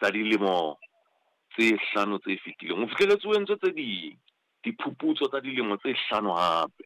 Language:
Southern Sotho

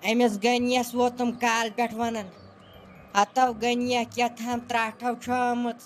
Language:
Kashmiri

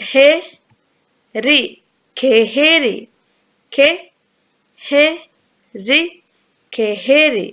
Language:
Divehi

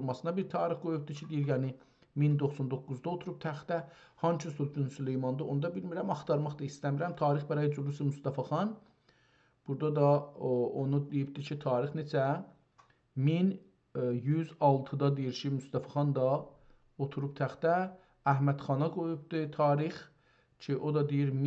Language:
South Azerbaijani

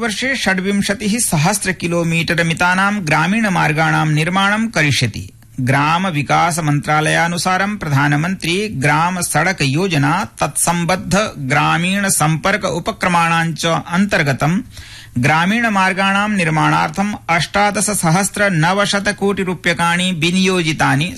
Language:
Sanskrit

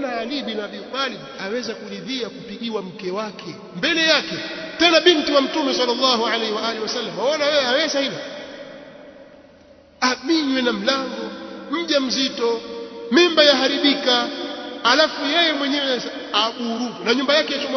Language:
Swahili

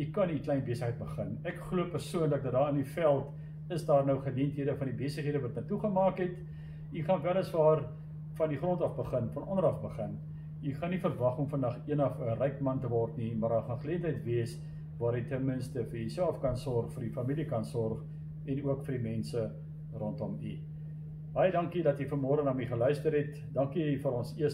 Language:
Afrikaans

